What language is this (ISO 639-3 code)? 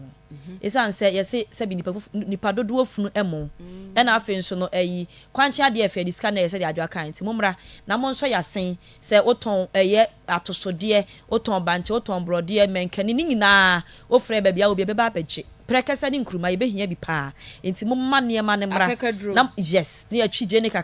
aka